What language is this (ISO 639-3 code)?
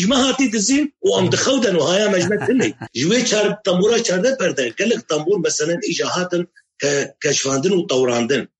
kur